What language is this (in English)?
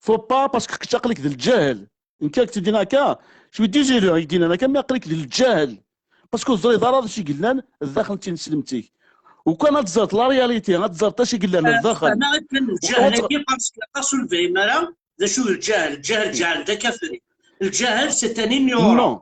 Kabyle